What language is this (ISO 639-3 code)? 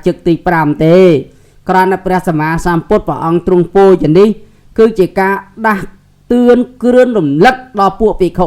khm